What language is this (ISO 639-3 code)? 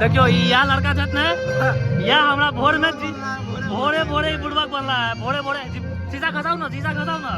mai